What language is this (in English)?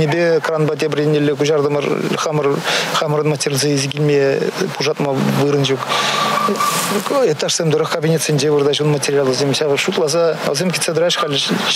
Chuvash